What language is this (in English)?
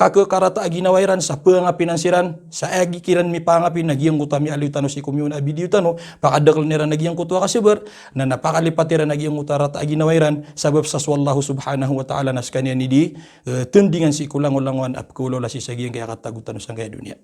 Maranao